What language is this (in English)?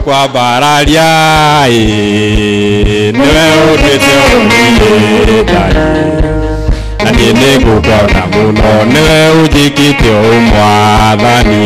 Kikuyu